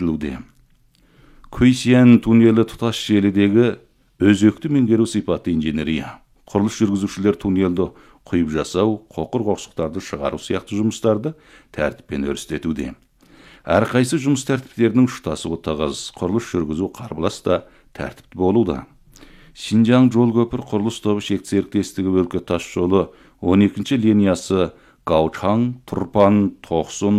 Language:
Kazakh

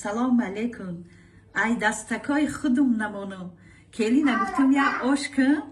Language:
Tajik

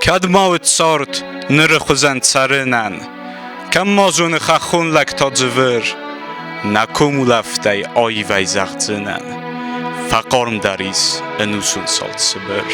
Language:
Ossetic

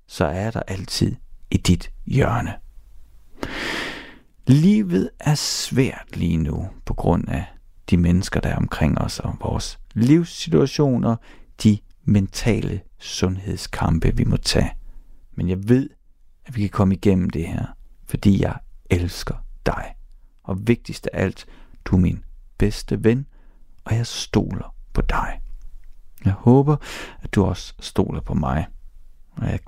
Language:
Danish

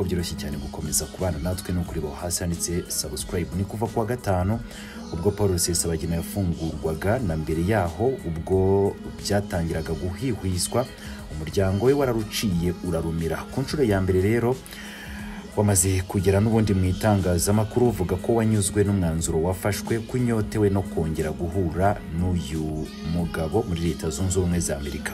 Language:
Kinyarwanda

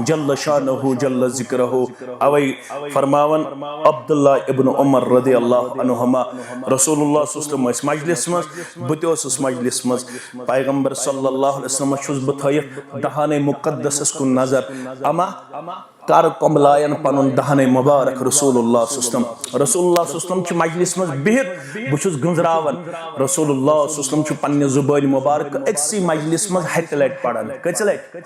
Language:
Kashmiri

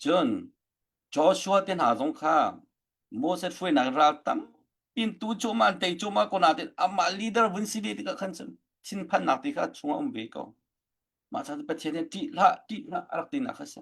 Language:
Hakha Chin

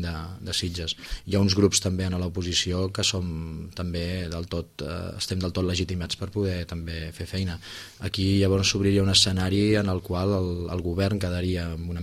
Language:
Catalan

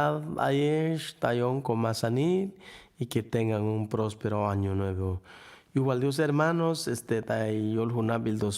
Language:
Chuj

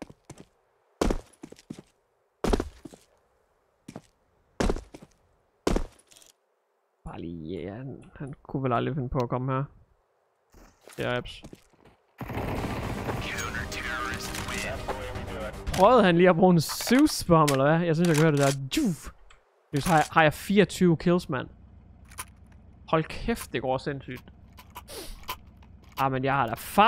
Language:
Danish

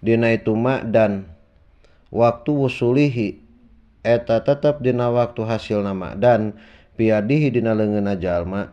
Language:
Sundanese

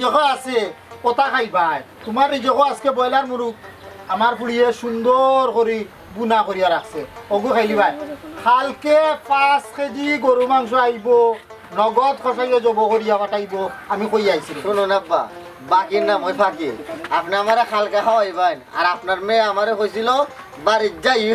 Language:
Sylheti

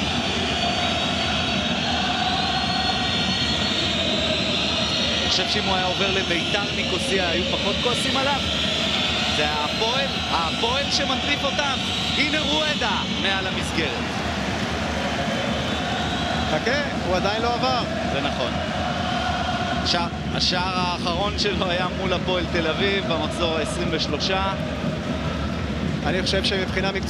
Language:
Hebrew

